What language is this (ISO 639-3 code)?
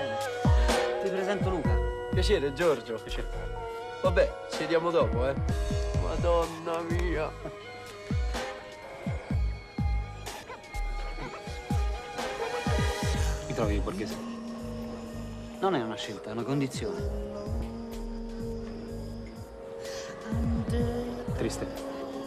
ita